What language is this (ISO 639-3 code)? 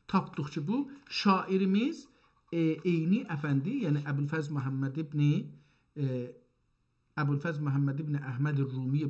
azb